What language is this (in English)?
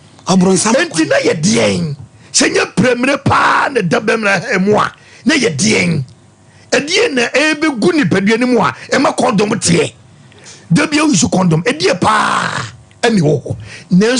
Akan